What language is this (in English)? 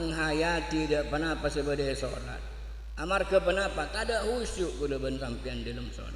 Madurese